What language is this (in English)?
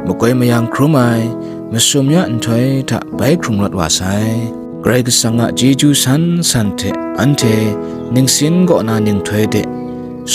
Kachin